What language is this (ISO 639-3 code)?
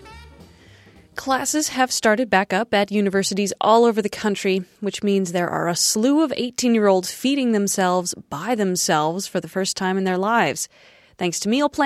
eng